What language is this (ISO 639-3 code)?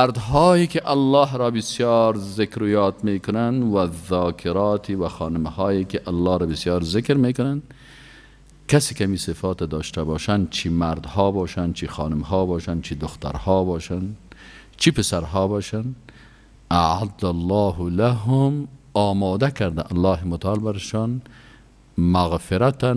fas